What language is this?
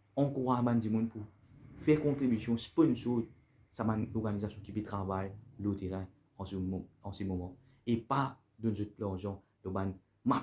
Morisyen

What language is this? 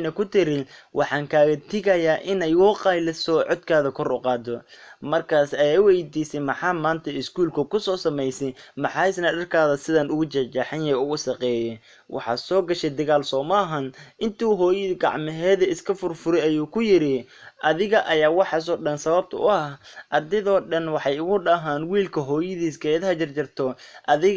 Somali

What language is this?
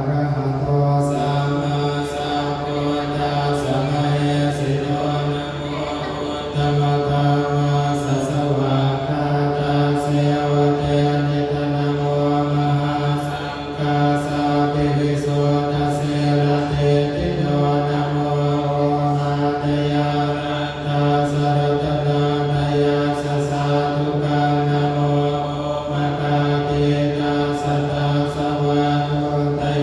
Pali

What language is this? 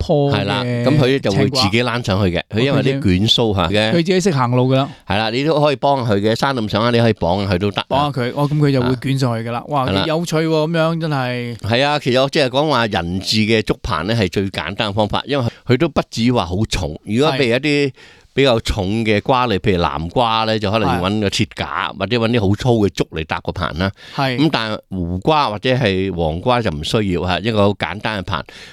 Cantonese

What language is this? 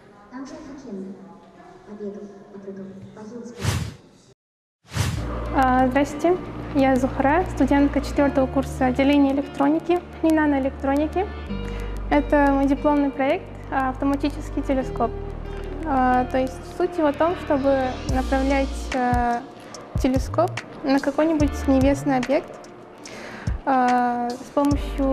Russian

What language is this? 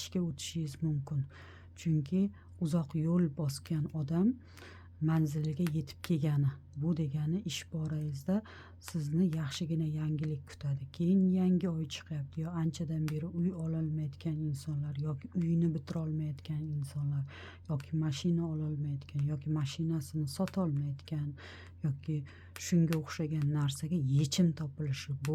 Uzbek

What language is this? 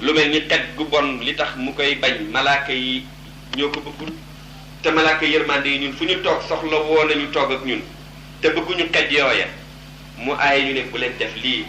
Wolof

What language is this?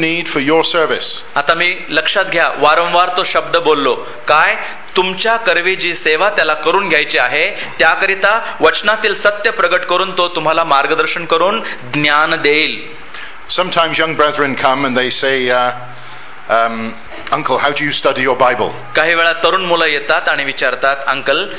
Marathi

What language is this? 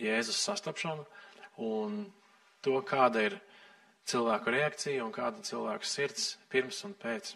Latvian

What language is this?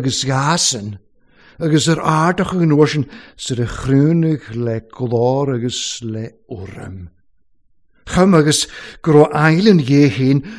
Welsh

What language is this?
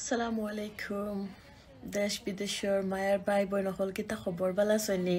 Sylheti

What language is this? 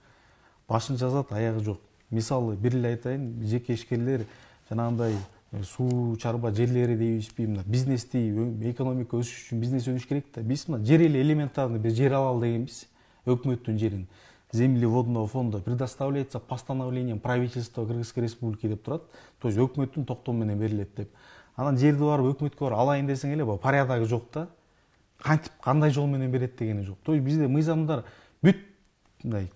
Kyrgyz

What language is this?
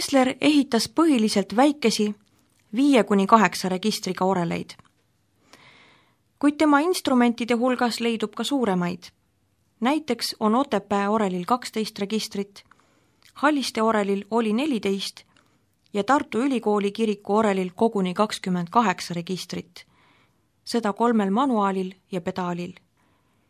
Estonian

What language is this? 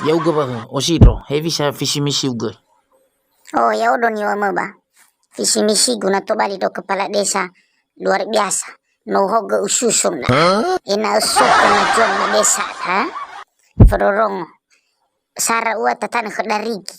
Nias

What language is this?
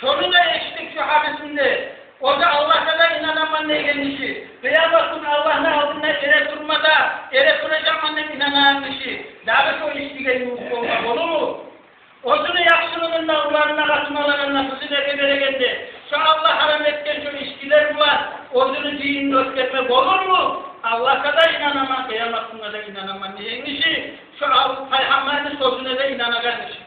Kumyk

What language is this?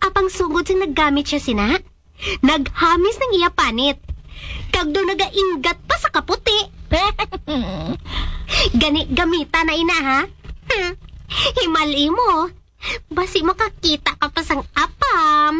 Hiligaynon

